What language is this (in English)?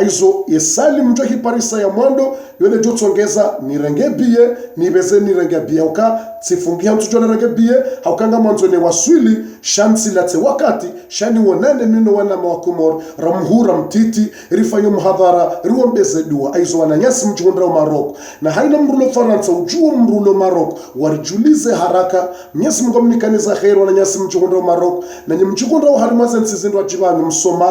Ngazidja Comorian